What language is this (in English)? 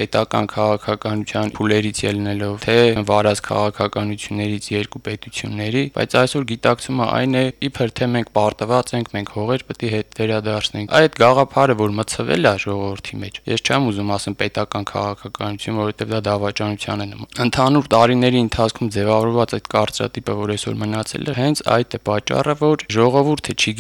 Armenian